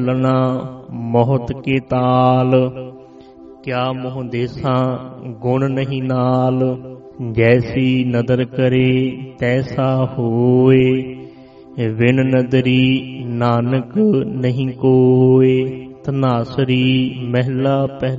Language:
Punjabi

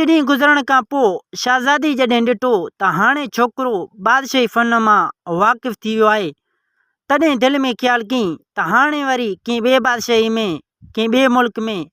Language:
Sindhi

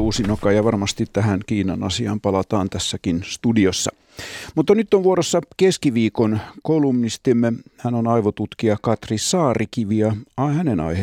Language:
Finnish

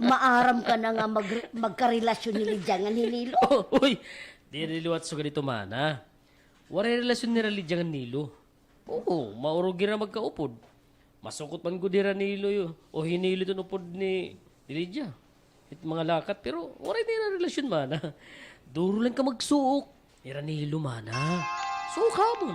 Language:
Waray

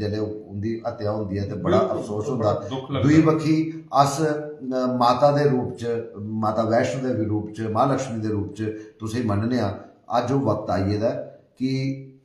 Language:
Dogri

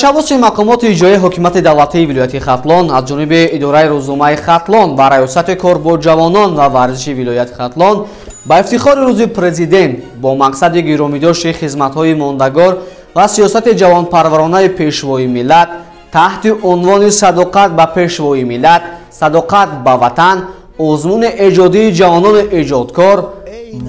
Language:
Tajik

